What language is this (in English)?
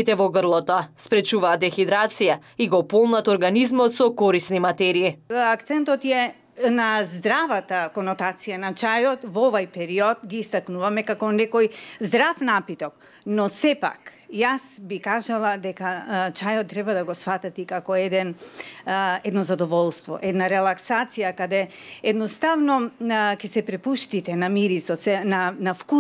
Macedonian